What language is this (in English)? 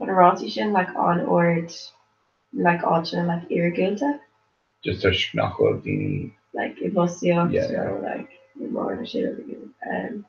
Irish